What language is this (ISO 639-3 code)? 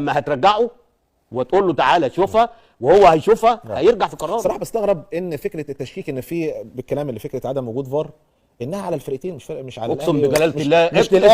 arz